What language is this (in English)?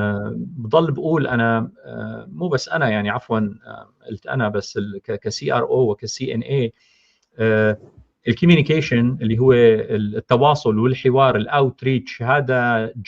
North Levantine Arabic